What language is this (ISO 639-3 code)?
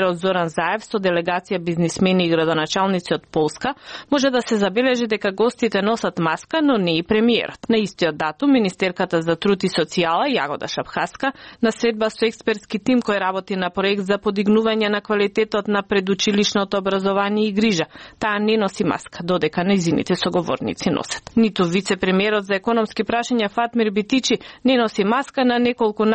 mkd